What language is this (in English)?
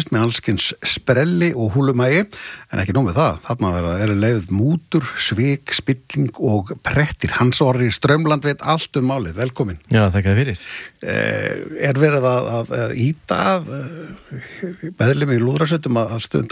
Icelandic